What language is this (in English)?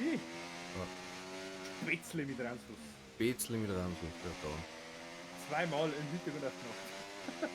Bavarian